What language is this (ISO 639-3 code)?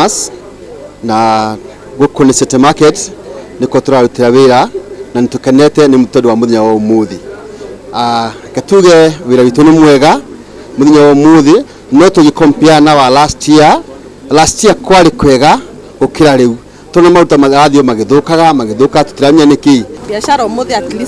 kik